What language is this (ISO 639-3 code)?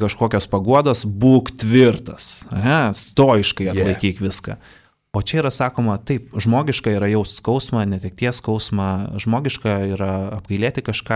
lit